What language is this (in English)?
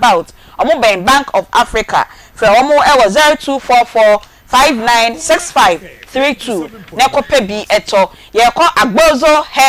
Akan